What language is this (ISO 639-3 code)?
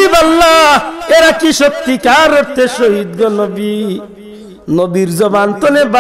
syl